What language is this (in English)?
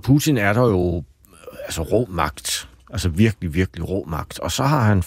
Danish